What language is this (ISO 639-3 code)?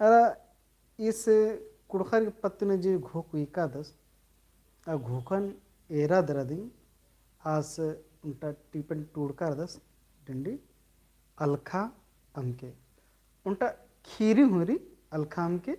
kru